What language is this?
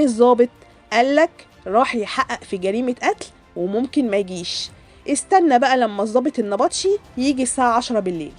Egyptian Arabic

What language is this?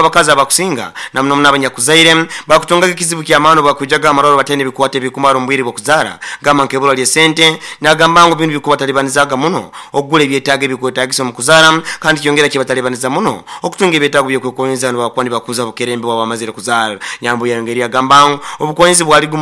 Nyoro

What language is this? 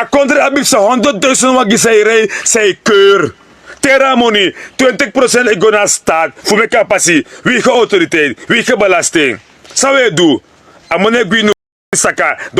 Sranan Tongo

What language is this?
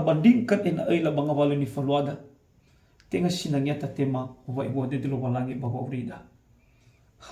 Nias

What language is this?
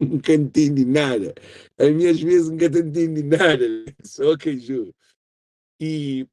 Kabuverdianu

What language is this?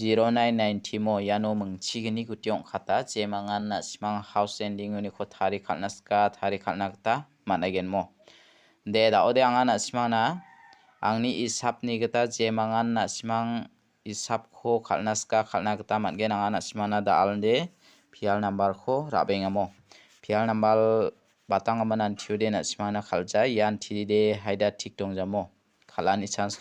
Garo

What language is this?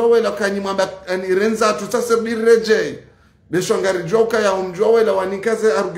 Ngazidja Comorian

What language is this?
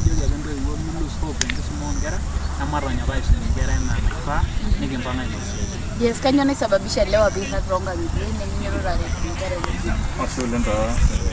Masai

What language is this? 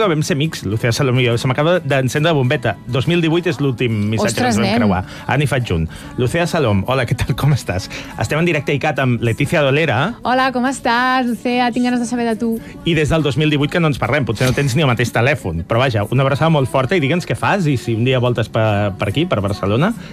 Catalan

